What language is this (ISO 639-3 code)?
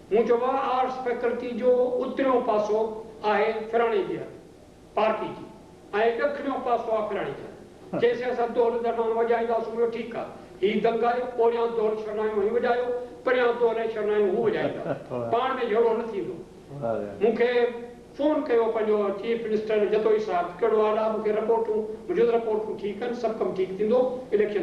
snd